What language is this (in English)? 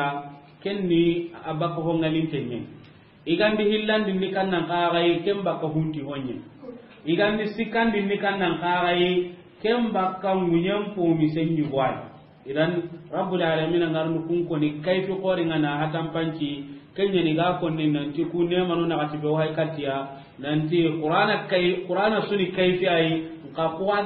Soninke